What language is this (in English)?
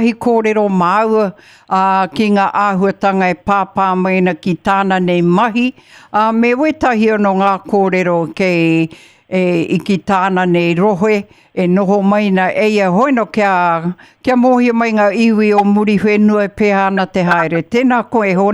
Māori